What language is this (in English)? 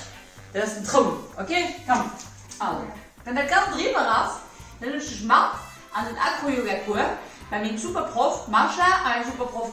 Luxembourgish